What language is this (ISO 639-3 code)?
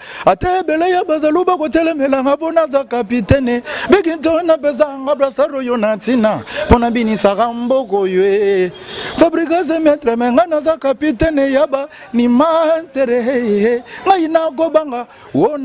lin